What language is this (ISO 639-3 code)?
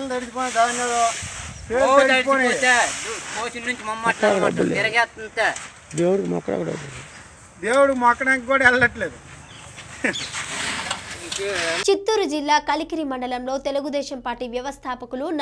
tel